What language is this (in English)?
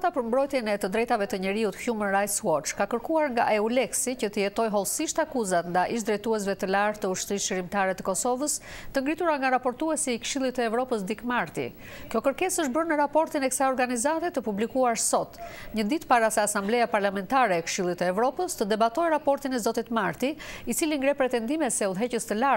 Albanian